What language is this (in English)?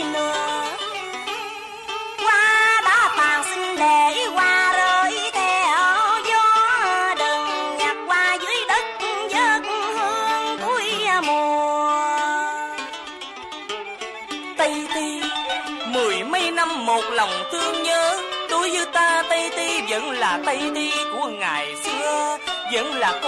Vietnamese